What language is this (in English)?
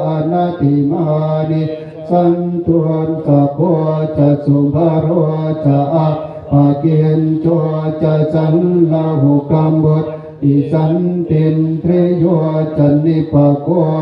Pali